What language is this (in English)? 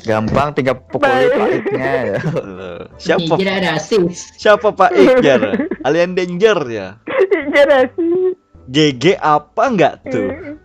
Banjar